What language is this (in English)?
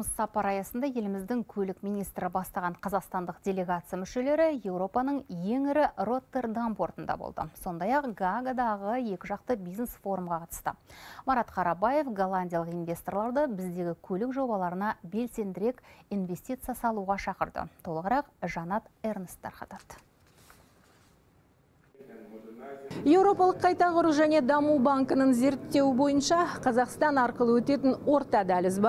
Kazakh